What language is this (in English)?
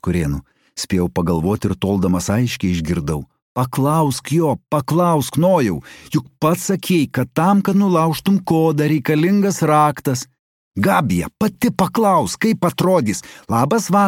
Lithuanian